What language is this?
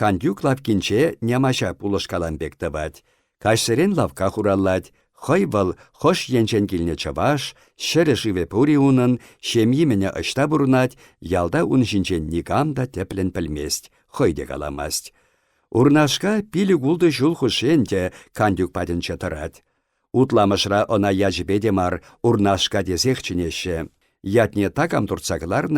Chuvash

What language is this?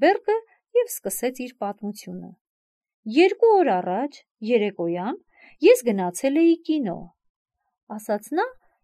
Armenian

